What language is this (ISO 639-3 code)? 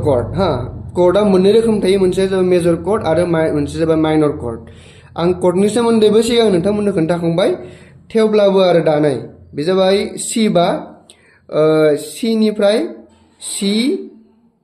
brx